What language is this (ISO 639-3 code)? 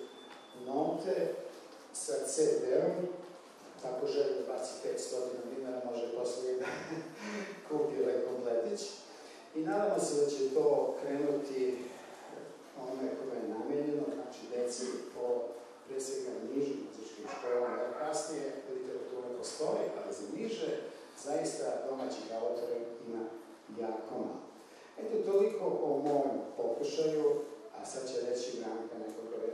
srp